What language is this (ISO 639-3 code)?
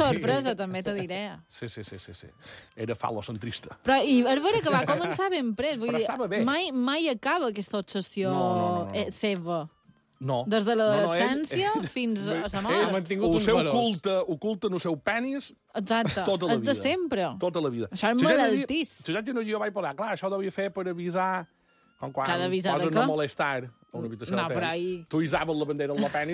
cat